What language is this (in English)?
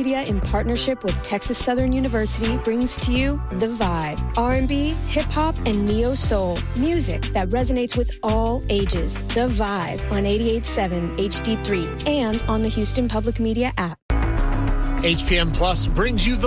English